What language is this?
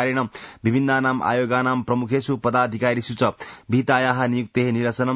Sanskrit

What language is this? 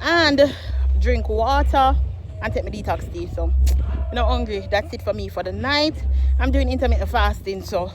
Jamaican Creole English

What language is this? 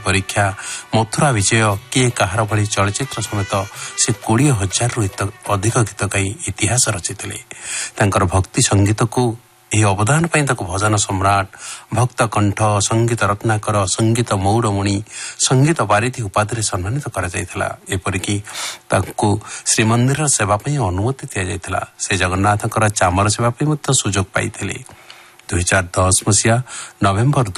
Odia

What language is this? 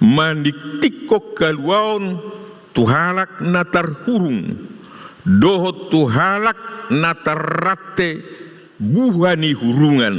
Batak Toba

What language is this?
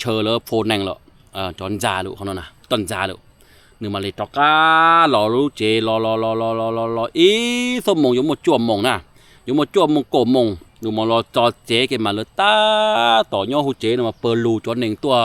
Hmong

